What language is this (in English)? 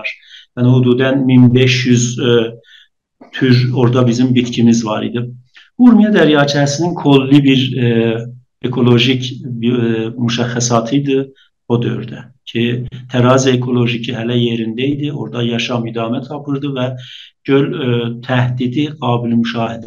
South Azerbaijani